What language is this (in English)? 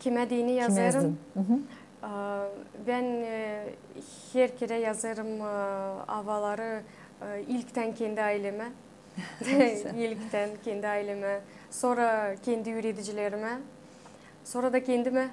Gagauz